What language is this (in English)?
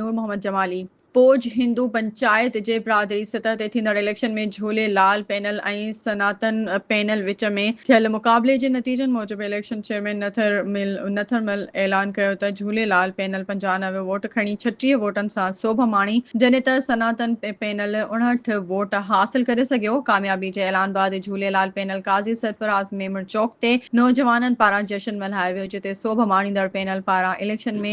Sindhi